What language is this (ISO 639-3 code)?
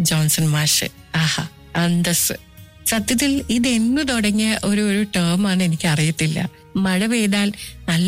mal